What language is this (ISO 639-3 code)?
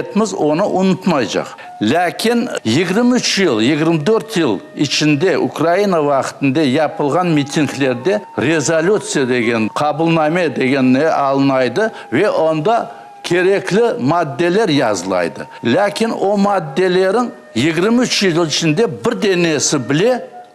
crh